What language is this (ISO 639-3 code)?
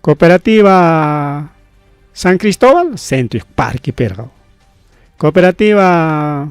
quy